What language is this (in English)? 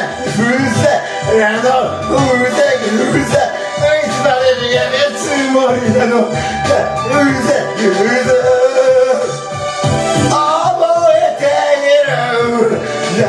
Japanese